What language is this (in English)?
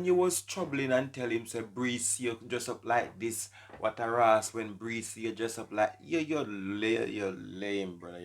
Jamaican Creole English